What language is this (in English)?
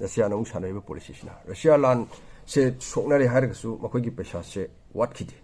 Manipuri